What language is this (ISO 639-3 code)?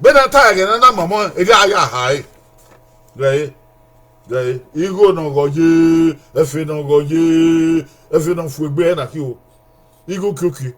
bin